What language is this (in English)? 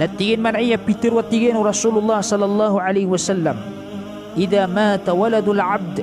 Maranao